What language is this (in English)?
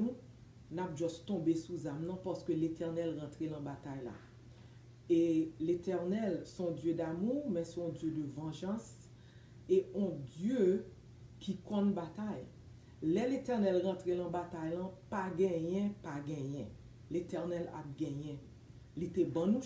Haitian Creole